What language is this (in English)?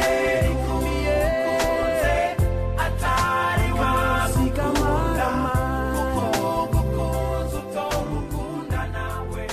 Kinyarwanda